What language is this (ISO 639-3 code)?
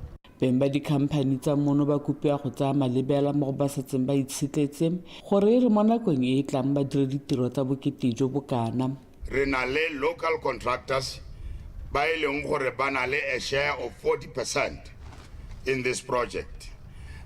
tsn